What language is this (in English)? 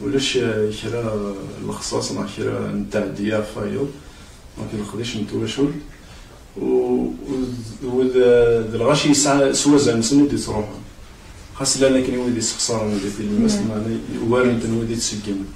Kabyle